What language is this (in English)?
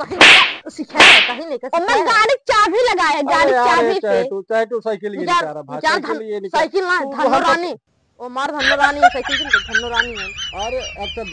Awadhi